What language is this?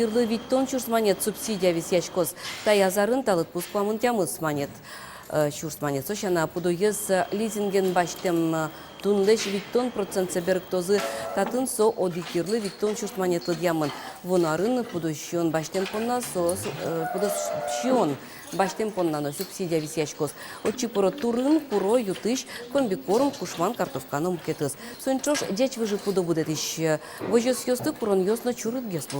Udmurt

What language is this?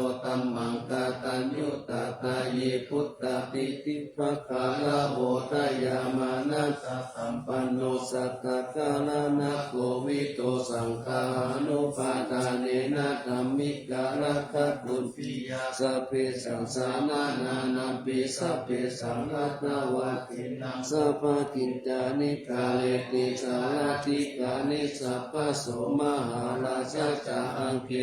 Pali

